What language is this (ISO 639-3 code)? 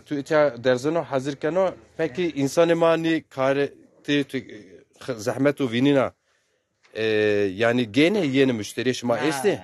zza